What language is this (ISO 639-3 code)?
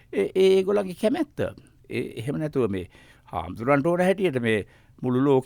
sin